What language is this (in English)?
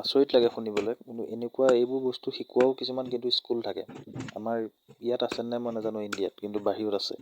Assamese